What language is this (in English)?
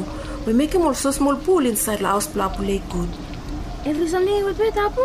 Bislama